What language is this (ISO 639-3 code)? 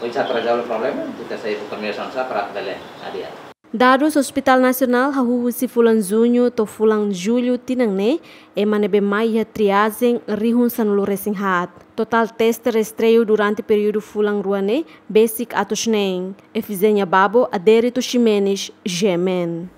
tet